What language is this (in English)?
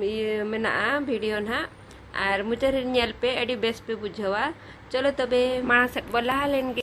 Santali